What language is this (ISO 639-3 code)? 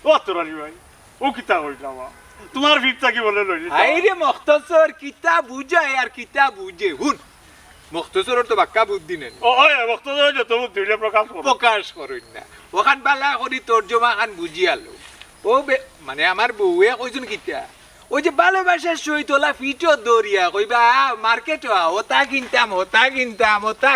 syl